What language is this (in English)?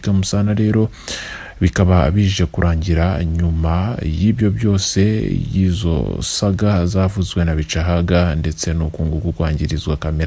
Kinyarwanda